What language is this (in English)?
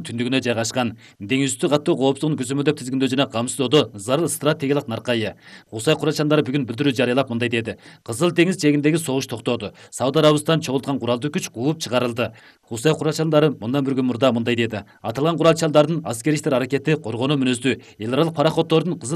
Kyrgyz